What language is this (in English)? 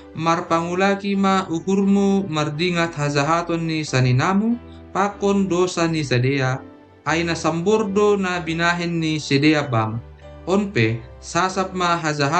Batak Simalungun